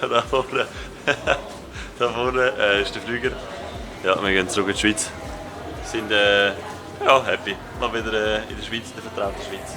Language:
Swiss German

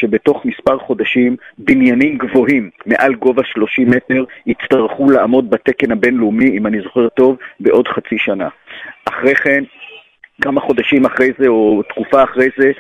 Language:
Hebrew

